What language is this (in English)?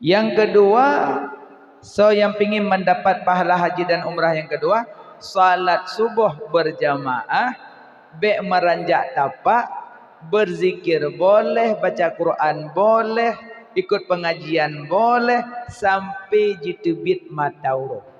Achinese